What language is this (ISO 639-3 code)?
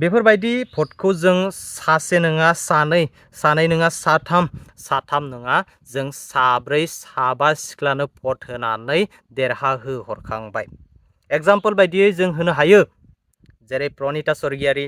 brx